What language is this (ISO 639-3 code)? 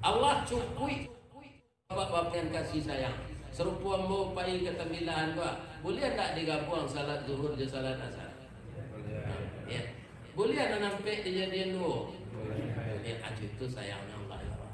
min